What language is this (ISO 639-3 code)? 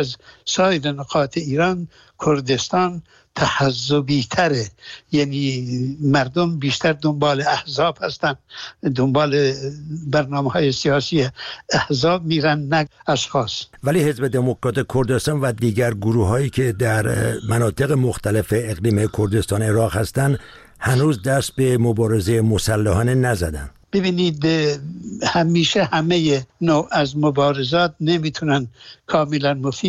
fas